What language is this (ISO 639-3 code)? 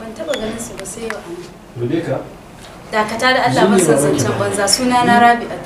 hau